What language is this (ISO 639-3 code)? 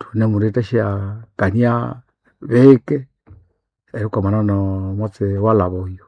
nnb